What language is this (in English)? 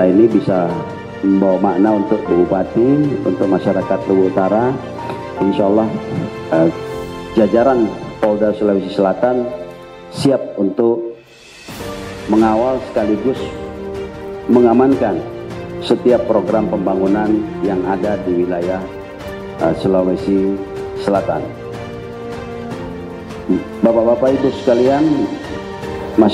Indonesian